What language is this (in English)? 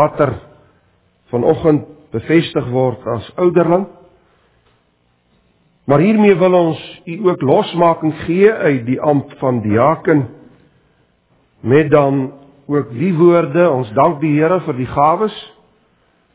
Afrikaans